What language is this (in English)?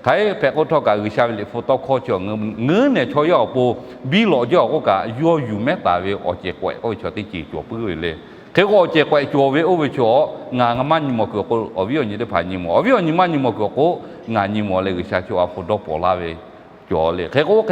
Lahu